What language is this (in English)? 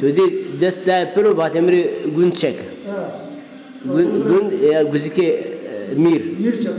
Zaza